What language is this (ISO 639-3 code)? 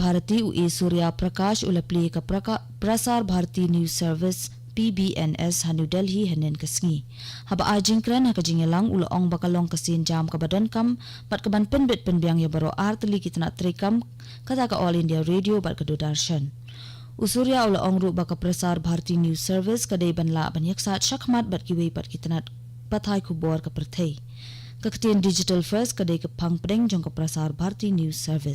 kha